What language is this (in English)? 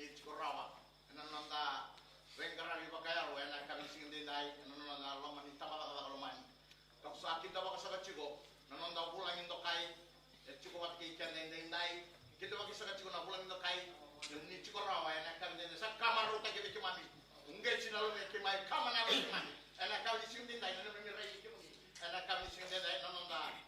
Fijian